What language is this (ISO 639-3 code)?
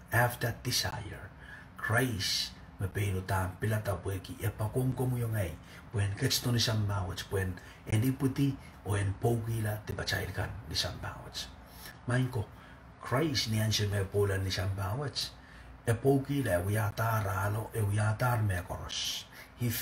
pon